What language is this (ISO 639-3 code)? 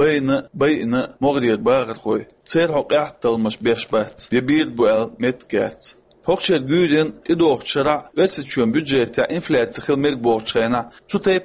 che